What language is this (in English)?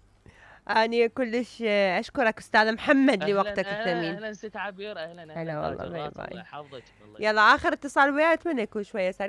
Mesopotamian Arabic